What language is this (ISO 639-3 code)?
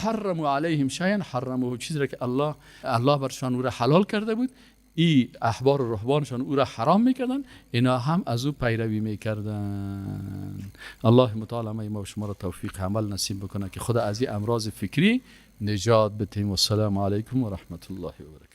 fas